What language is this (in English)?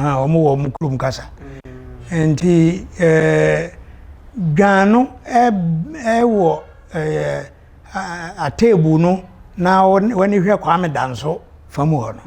Akan